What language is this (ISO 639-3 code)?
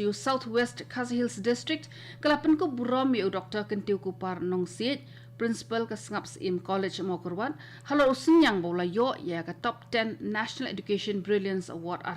kha